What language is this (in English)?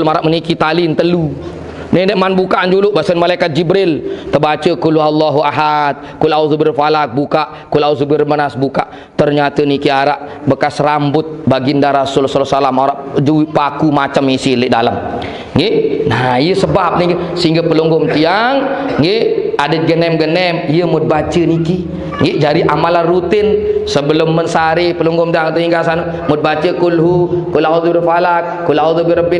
Sasak